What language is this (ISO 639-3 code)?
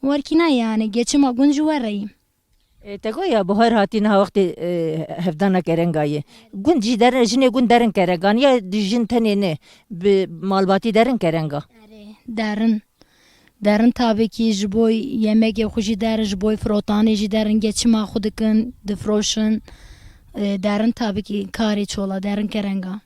kur